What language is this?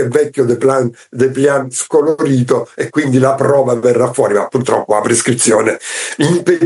Italian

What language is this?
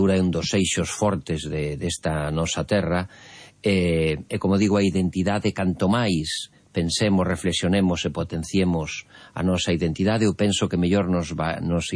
Galician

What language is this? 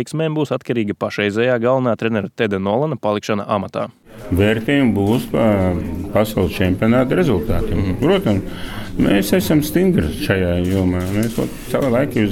Latvian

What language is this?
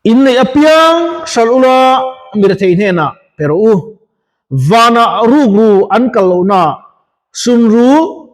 Mizo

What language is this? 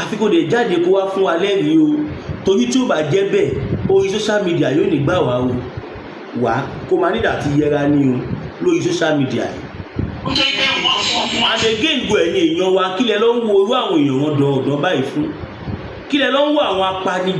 Yoruba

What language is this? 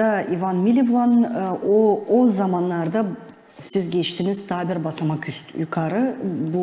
Gagauz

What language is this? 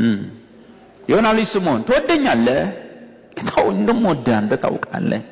Amharic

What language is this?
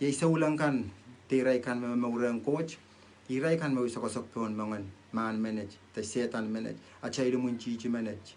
Pohnpeian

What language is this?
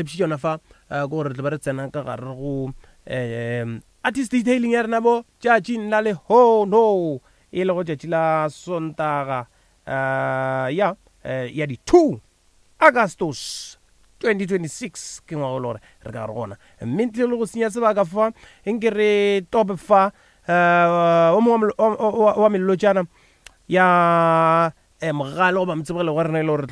Northern Sotho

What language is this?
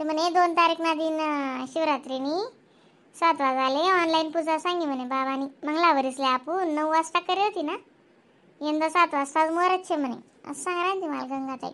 Khandesi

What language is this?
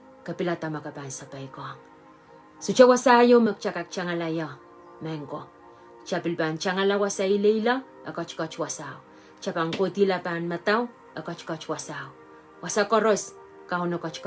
Pohnpeian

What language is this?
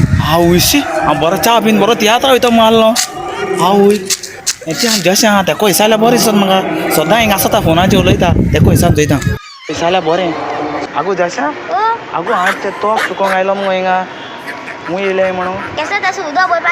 Konkani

